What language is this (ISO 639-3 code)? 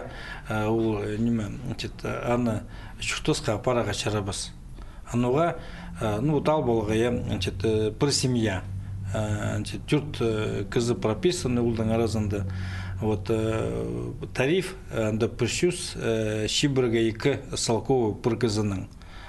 kjh